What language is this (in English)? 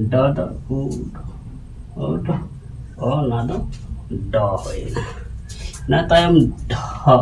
Santali